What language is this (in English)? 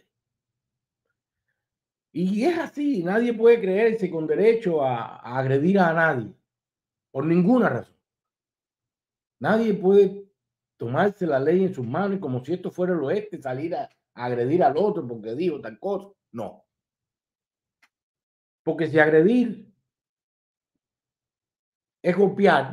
Spanish